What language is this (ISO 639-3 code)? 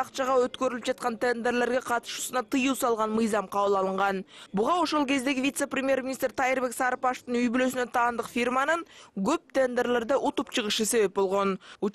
kir